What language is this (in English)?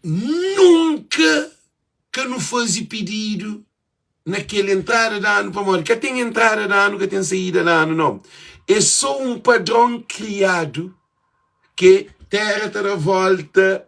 Kabuverdianu